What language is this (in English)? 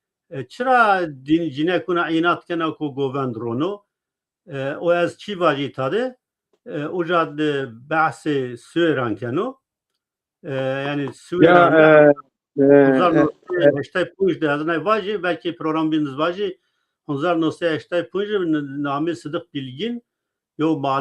Zaza